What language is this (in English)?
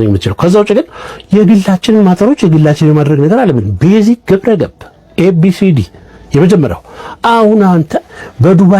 Amharic